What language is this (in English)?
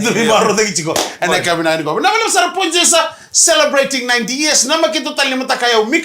Fijian